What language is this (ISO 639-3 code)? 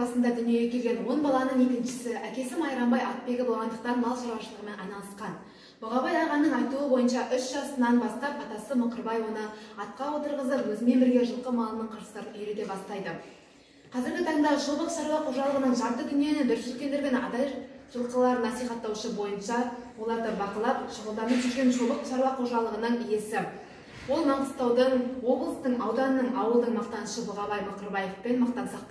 kaz